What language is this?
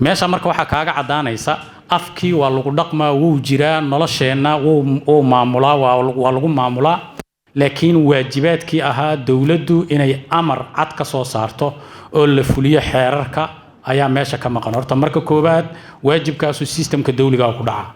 Somali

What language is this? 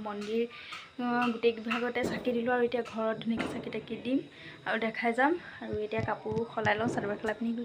Assamese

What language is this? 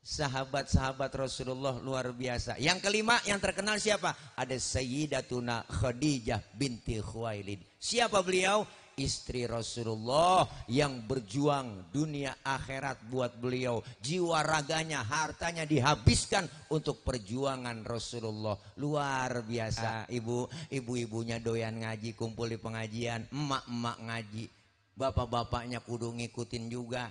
Betawi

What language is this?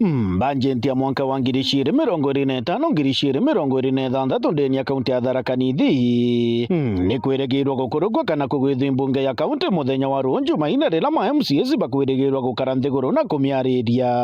Meru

